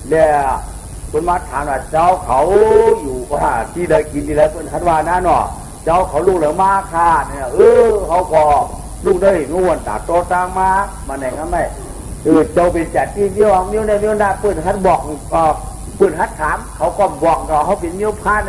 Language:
Shan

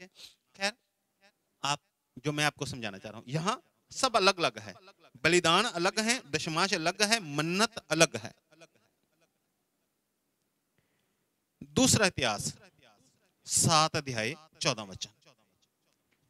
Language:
Hindi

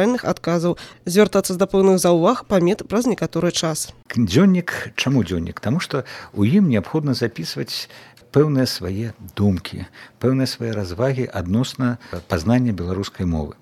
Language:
Belarusian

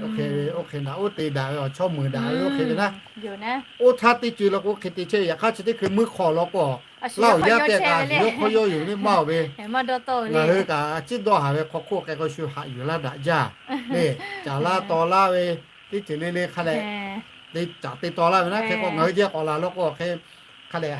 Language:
Lahu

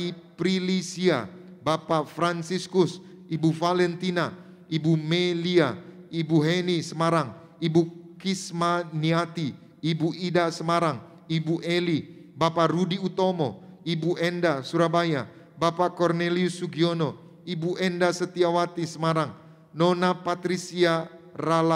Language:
Indonesian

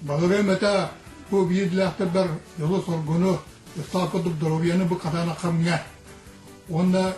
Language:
Yakut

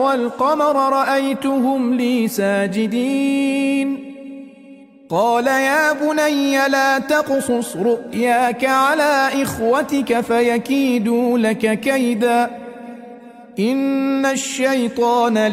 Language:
Arabic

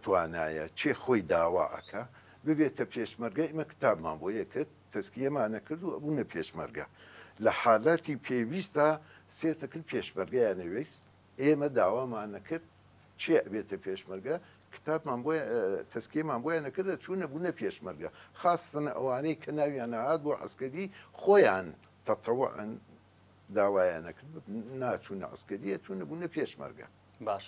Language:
Central Kurdish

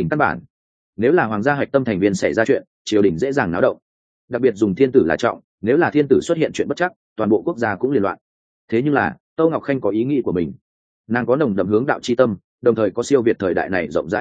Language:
Vietnamese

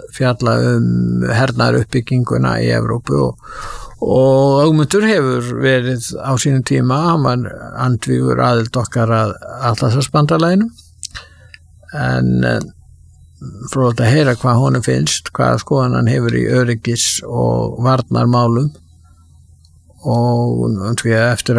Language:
Icelandic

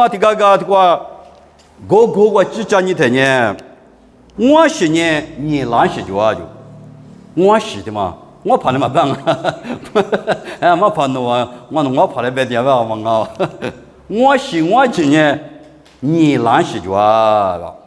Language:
Lisu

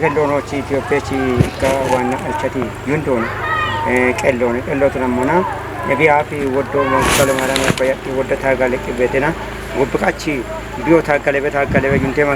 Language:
Kafa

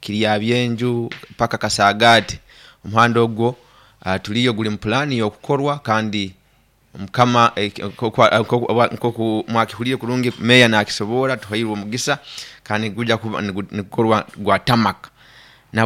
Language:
Nyoro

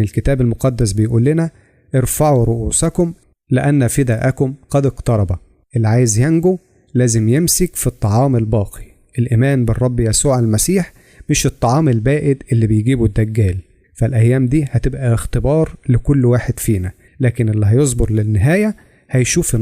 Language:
Egyptian Arabic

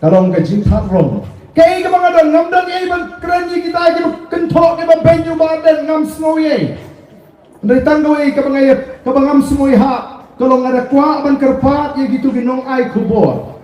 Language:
Khasi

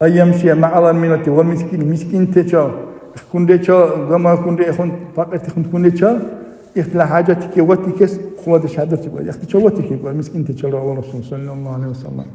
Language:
Dargwa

